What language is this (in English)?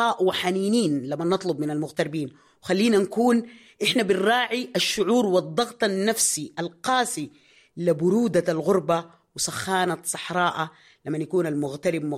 Sudanese Arabic